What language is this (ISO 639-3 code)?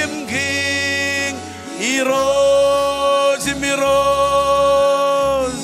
mah